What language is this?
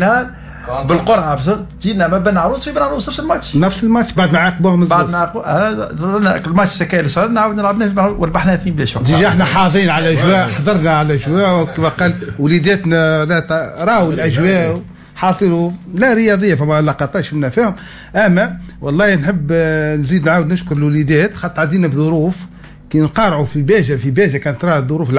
Tunisian Arabic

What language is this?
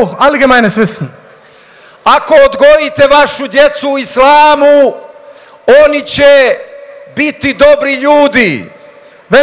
Bosnian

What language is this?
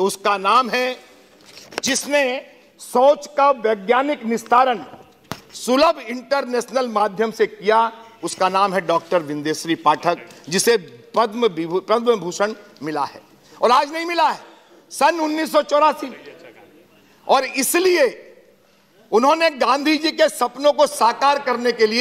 Hindi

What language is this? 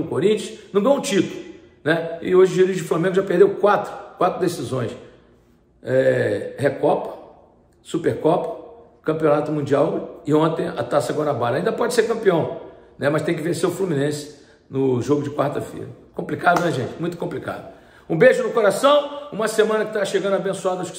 Portuguese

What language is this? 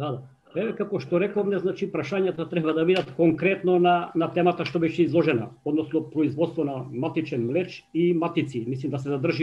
Macedonian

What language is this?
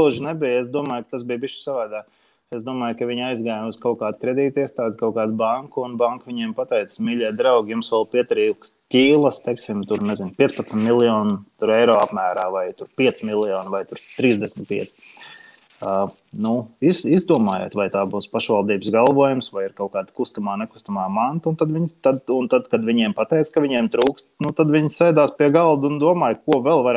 Latvian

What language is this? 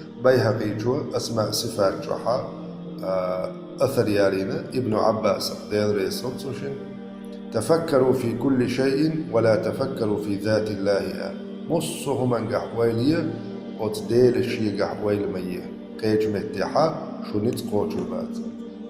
Chechen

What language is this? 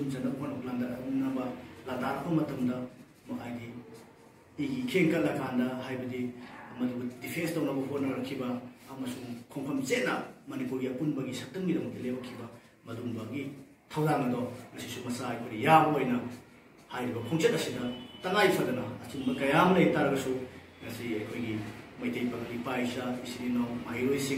Manipuri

